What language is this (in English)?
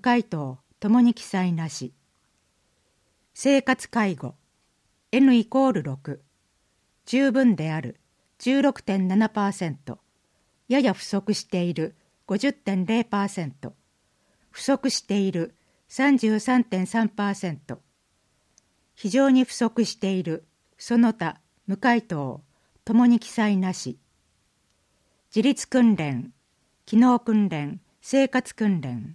Japanese